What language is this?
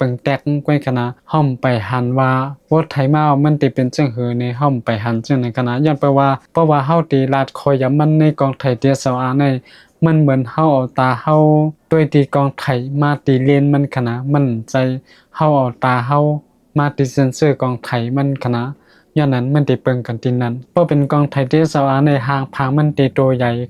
Shan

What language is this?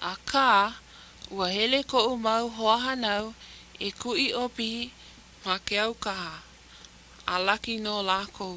Hawaiian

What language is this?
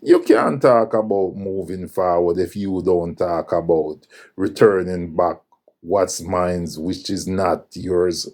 Jamaican Creole English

